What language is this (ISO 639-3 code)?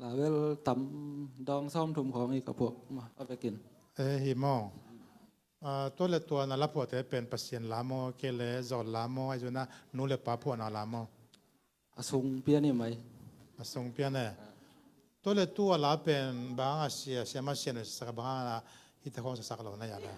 ctd